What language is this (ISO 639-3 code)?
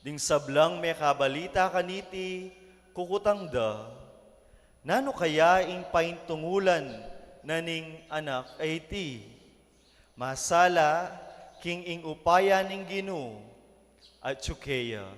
pam